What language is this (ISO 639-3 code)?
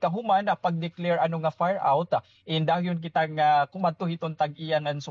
war